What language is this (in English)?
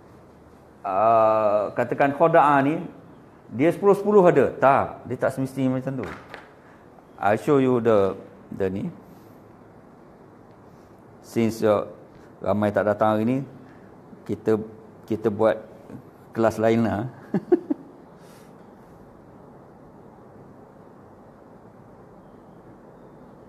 Malay